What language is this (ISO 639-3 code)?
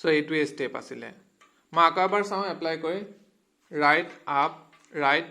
asm